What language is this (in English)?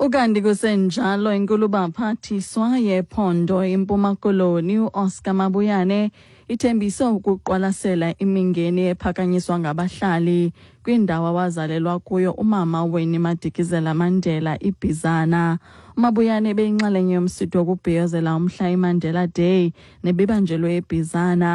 Xhosa